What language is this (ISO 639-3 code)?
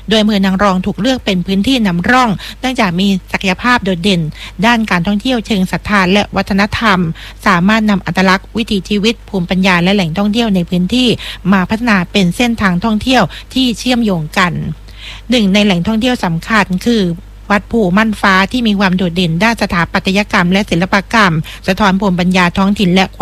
tha